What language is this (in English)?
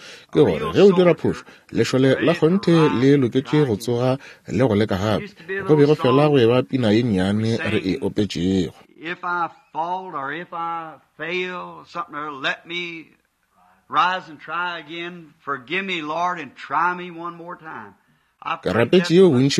Northern Sotho